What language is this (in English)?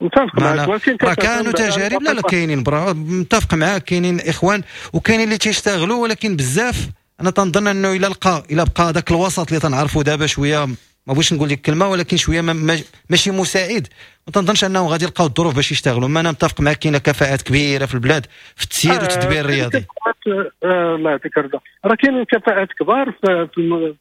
Moroccan Arabic